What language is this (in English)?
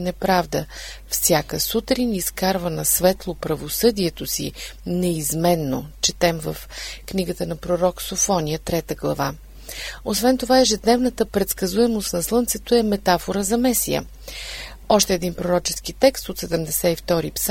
Bulgarian